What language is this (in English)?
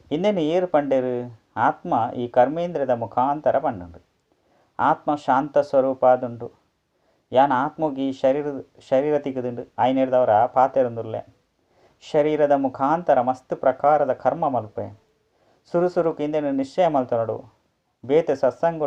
Tulu